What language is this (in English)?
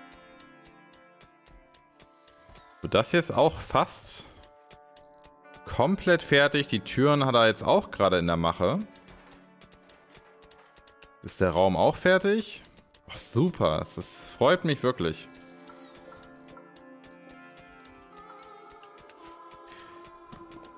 German